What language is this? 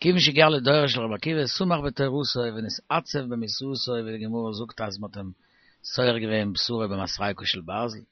Yiddish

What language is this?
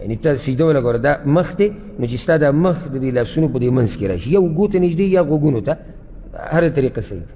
Pashto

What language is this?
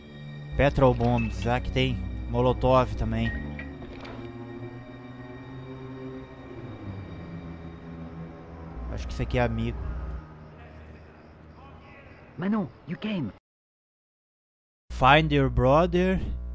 Portuguese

